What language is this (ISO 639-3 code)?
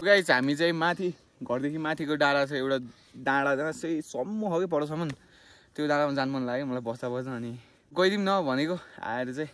nep